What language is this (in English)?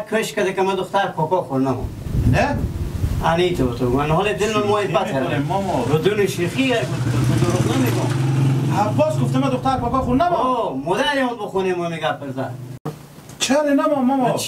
Persian